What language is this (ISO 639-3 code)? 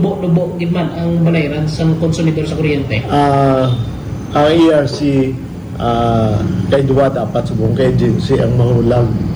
hil